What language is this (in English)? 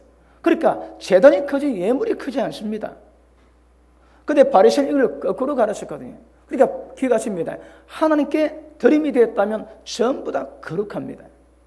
Korean